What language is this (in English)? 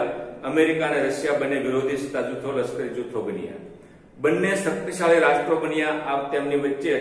Gujarati